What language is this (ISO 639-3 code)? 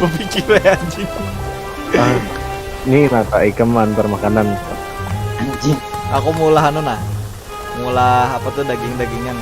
bjn